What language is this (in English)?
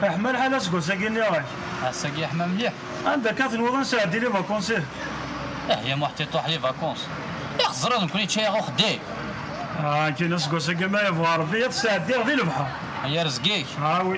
Kabyle